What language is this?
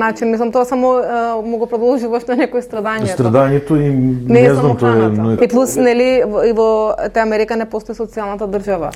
Macedonian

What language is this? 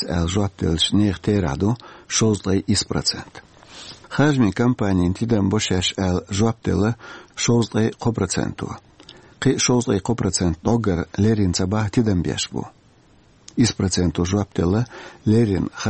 Chechen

